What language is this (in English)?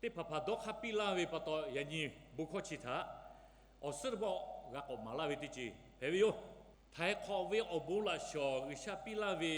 Lahu